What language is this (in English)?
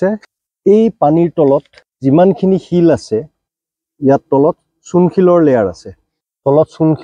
Assamese